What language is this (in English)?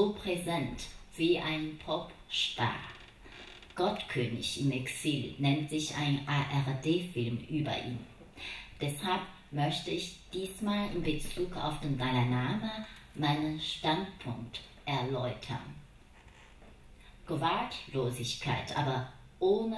German